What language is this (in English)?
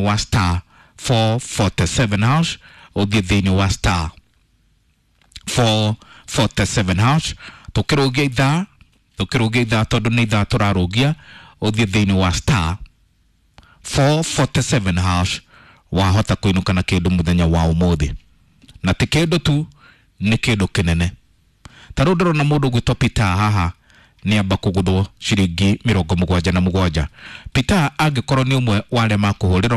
Kikuyu